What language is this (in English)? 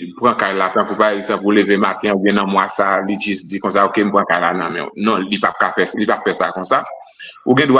Haitian Creole